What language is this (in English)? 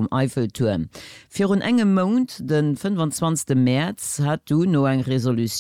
Luxembourgish